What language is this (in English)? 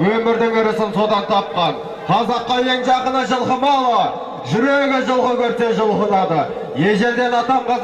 Kazakh